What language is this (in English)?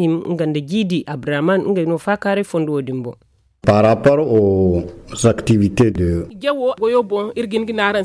Zarma